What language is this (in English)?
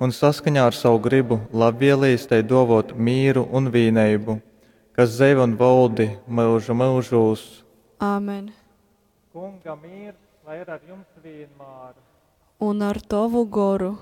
Latgalian